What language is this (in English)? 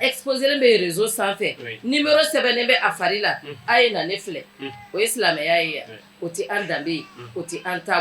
Bambara